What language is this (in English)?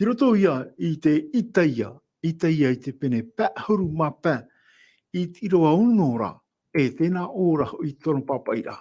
Tahitian